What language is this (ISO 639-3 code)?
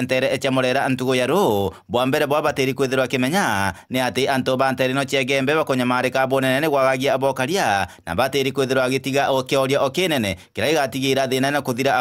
mer